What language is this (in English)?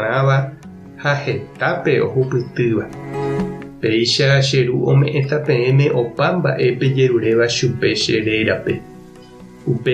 Guarani